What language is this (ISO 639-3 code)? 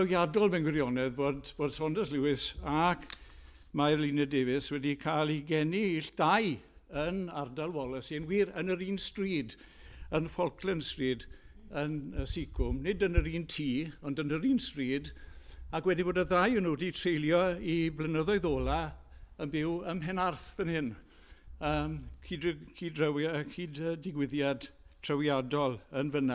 cym